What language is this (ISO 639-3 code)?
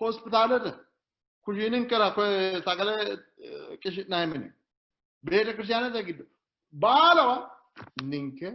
sid